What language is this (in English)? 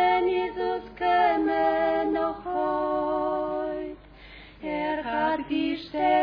Czech